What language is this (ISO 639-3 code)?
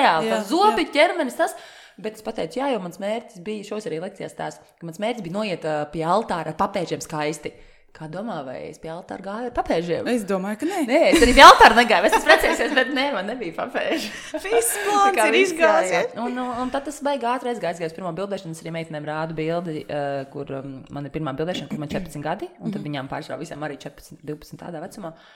lav